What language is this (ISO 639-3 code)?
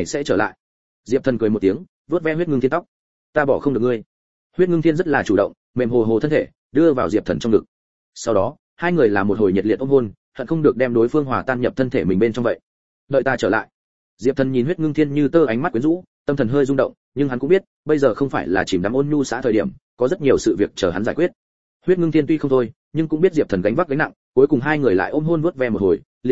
vie